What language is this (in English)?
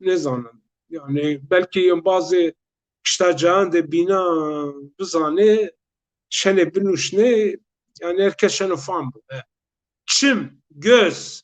Zaza